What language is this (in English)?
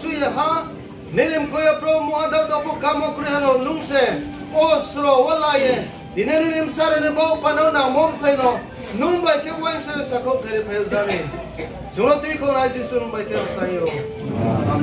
Riang (India)